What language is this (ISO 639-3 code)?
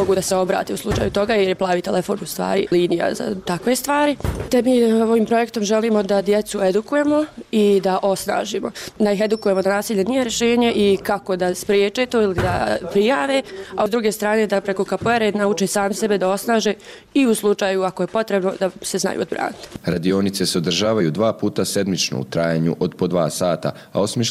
bos